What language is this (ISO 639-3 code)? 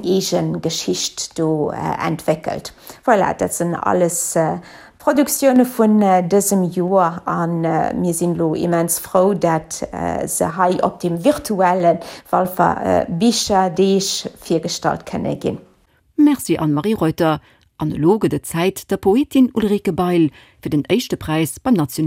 ltz